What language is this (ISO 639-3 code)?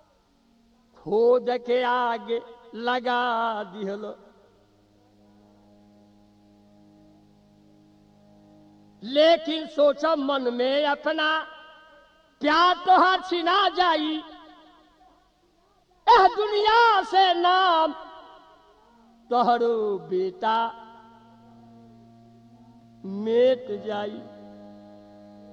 bho